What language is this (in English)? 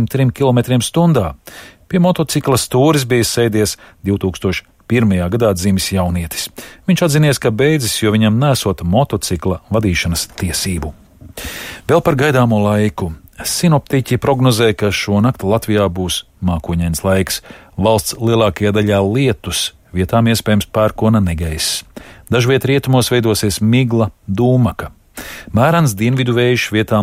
Latvian